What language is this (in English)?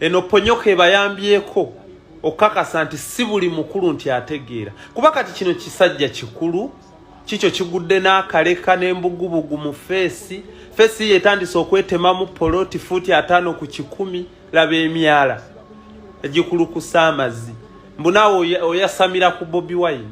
Ganda